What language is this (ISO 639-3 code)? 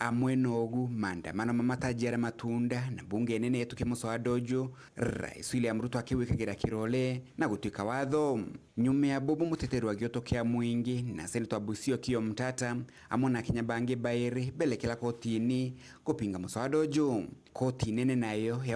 mer